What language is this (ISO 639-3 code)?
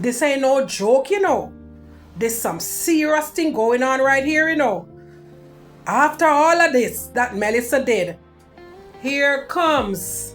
jam